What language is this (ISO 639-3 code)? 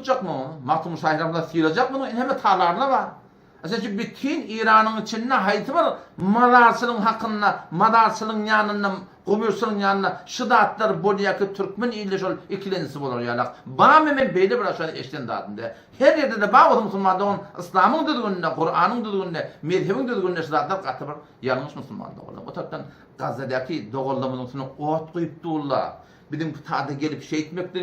tuk